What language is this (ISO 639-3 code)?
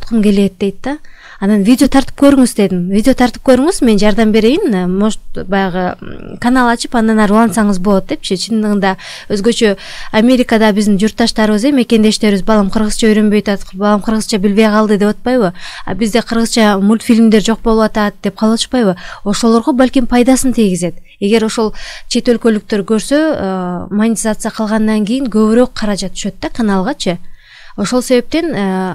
kir